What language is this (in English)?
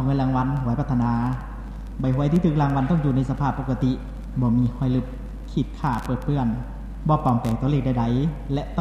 Lao